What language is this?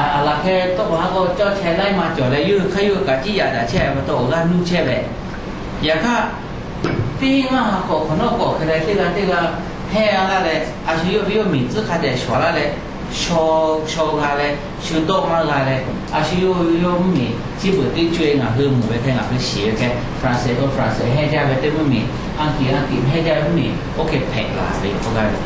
Lahu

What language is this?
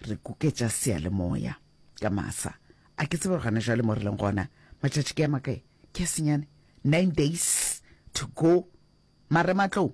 Northern Sotho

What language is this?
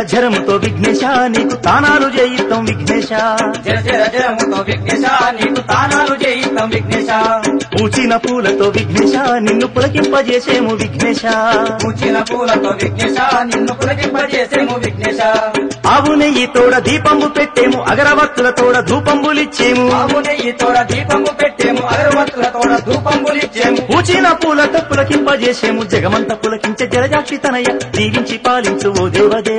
Telugu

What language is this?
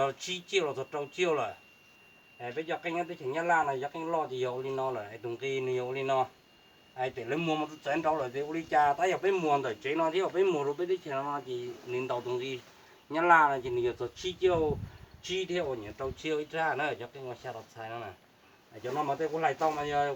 Hmong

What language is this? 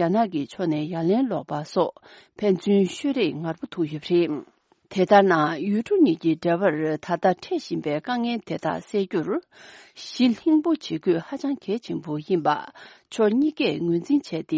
Tibetan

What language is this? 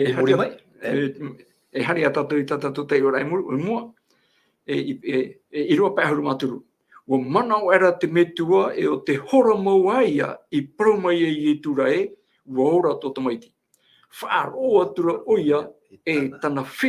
Tahitian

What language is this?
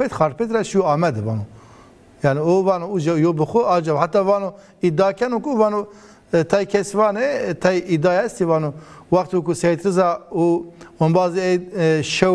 Zaza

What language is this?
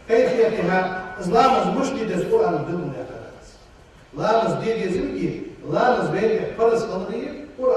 Ingush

